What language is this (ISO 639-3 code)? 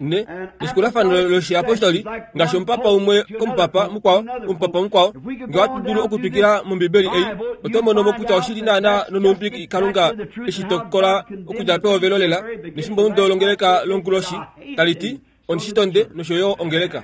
kua